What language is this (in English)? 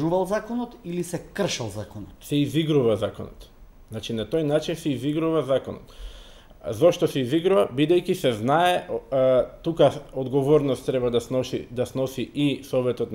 Macedonian